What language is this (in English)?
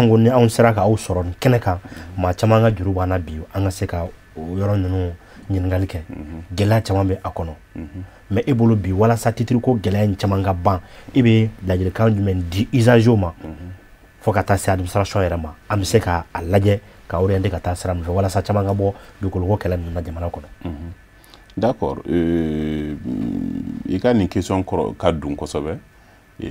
Bambara